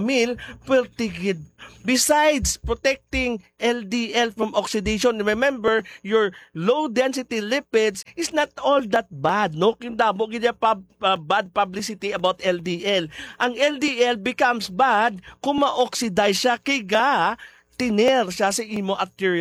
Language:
Hiligaynon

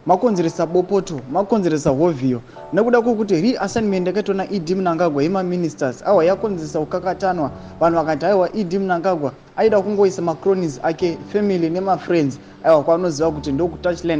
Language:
Shona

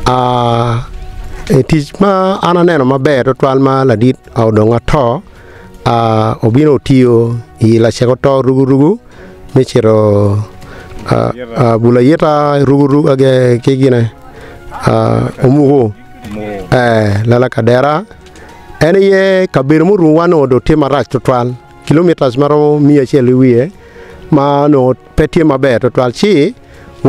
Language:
Acoli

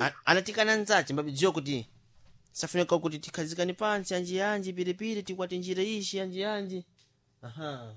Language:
Sena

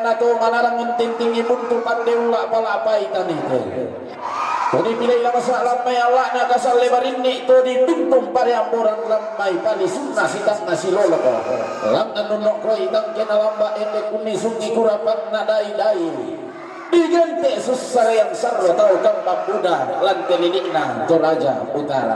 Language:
Toraja-Sa'dan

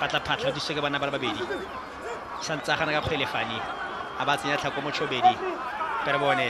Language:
Tswana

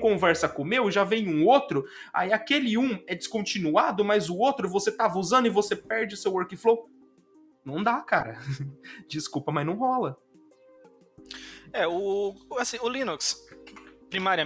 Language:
Portuguese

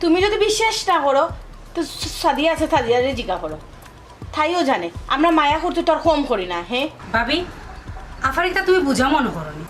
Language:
Sylheti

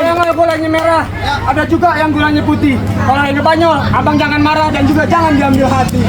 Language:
Betawi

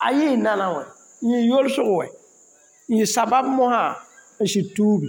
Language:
Mossi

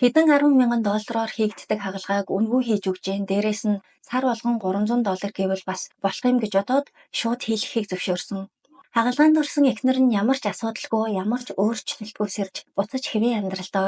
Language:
Mongolian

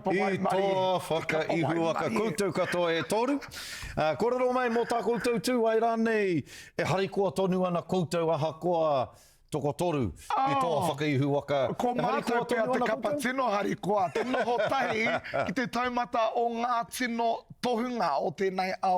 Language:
Māori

